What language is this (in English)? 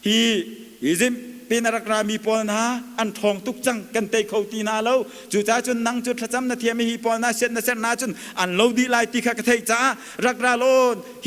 Hakha Chin